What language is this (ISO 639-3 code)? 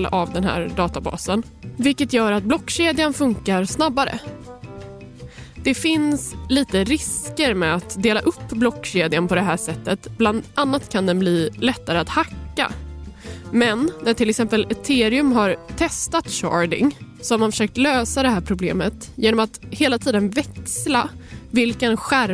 swe